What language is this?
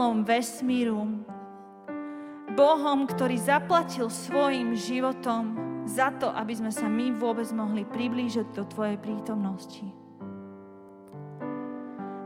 Slovak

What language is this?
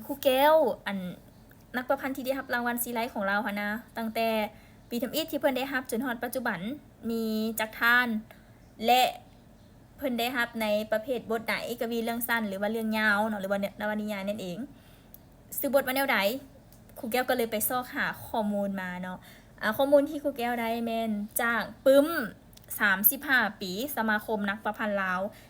Lao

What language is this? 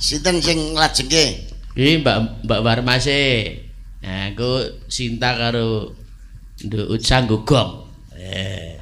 Javanese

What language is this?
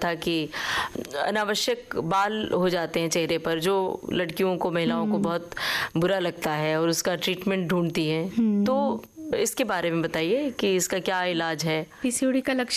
Hindi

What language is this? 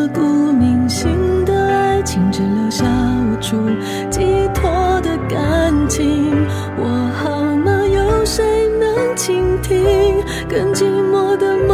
Chinese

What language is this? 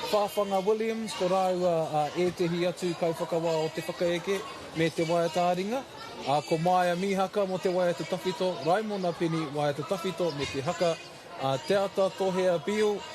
Māori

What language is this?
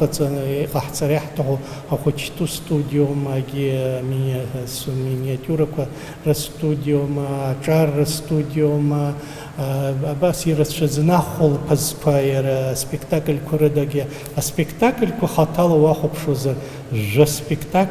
Abkhazian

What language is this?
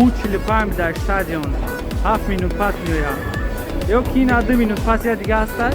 Tajik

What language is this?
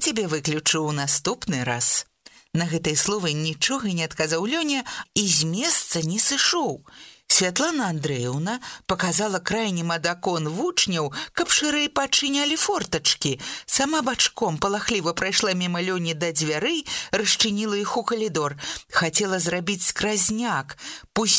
Belarusian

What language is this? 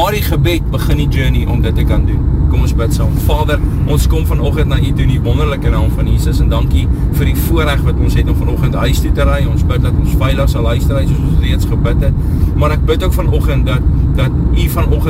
Afrikaans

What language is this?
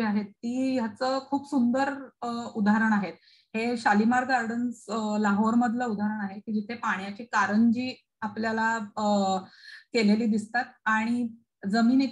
Marathi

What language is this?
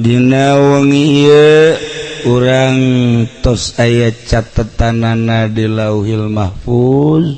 Sundanese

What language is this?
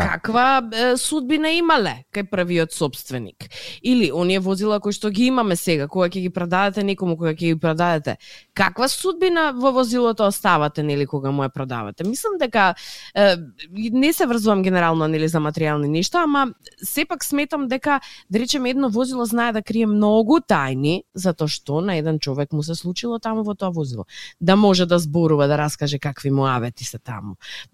Macedonian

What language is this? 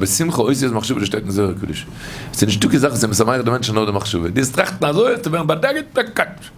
Yiddish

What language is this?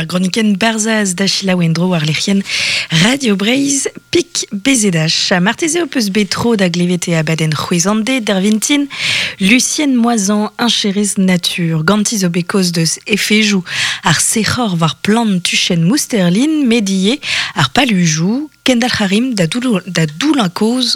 Breton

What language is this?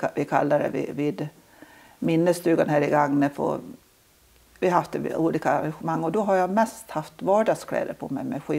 Swedish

